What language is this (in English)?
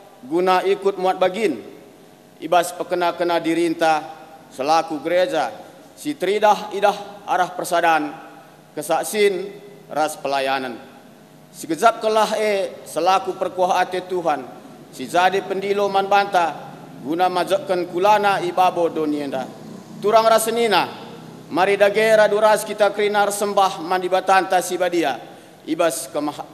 Batak Karo